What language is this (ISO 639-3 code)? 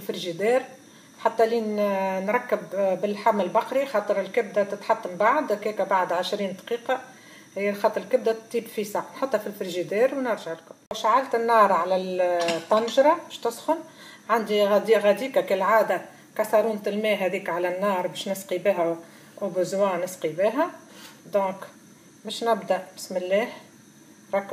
aeb